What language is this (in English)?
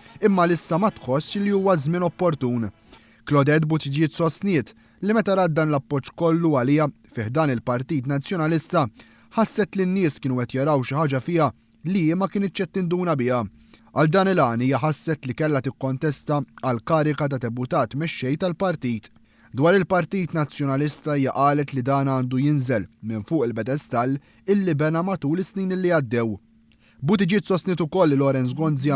Maltese